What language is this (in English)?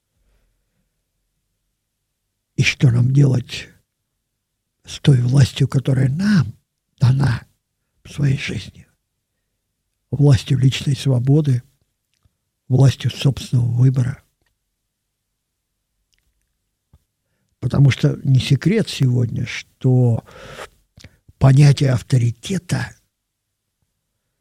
Russian